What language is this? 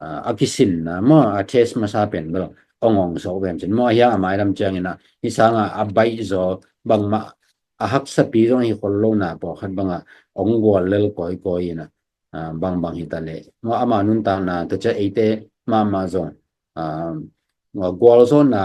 Tedim Chin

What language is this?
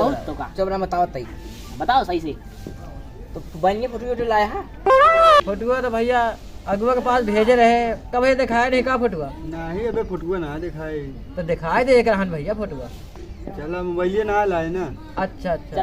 Awadhi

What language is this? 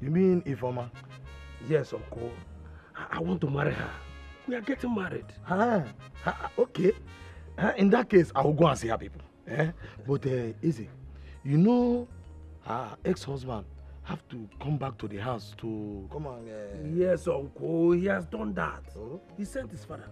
Nigerian Pidgin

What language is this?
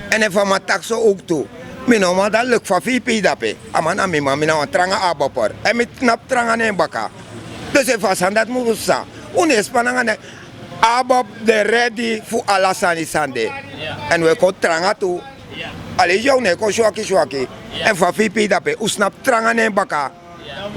Sranan Tongo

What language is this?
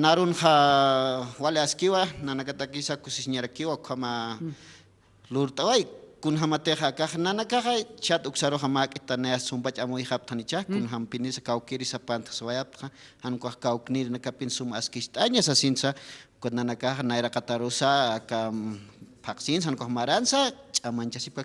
Aymara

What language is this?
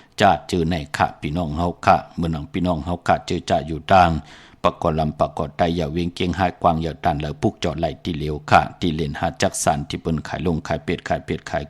Shan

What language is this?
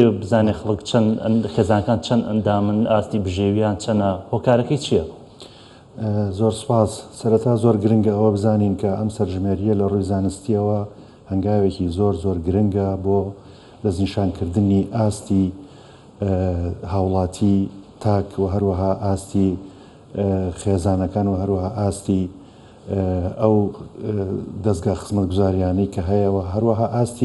Central Kurdish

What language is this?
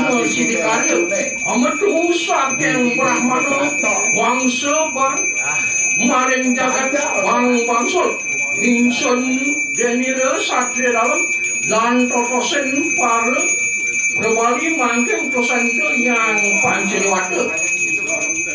Balinese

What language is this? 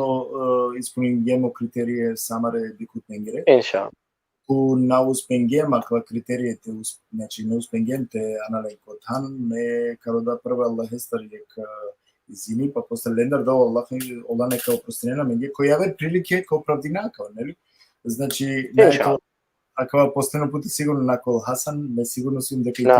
Balkan Romani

